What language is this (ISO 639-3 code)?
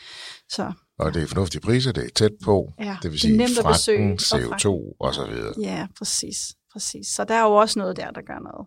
dan